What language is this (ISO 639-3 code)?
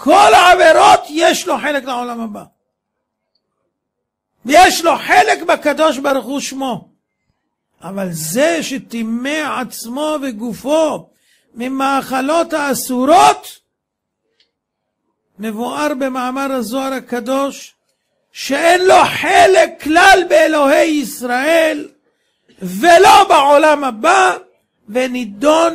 heb